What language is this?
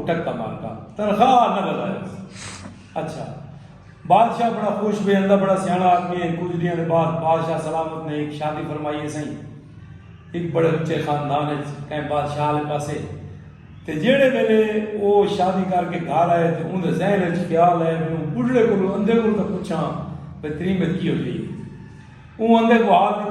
Saraiki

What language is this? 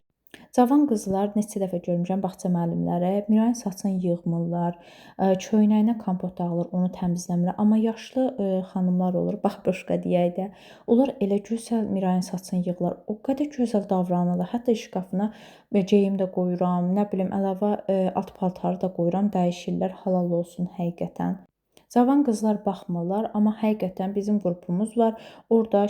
Azerbaijani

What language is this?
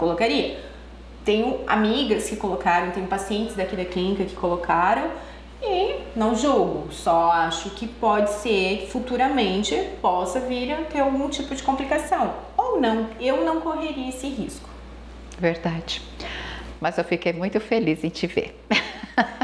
Portuguese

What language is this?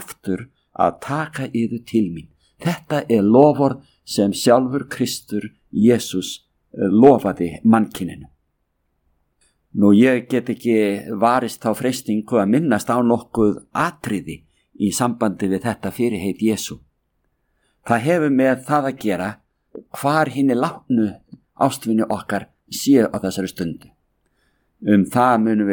Icelandic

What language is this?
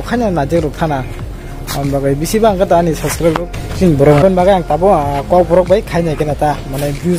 Kok Borok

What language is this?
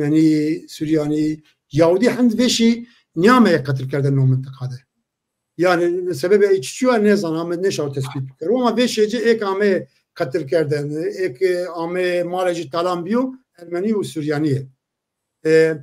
Zaza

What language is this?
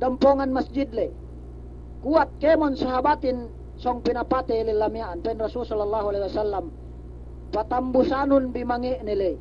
Yakan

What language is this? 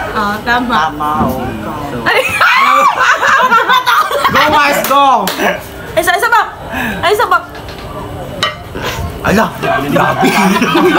Filipino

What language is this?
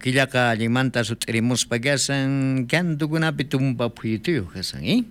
South Bolivian Quechua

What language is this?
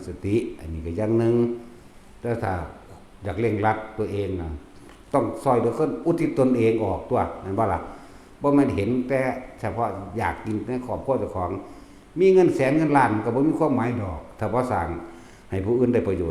Northeastern Thai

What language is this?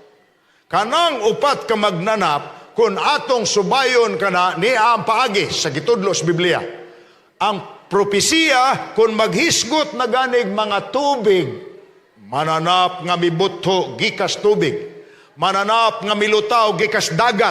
Cebuano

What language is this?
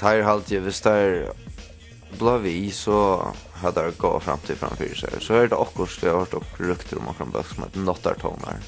Faroese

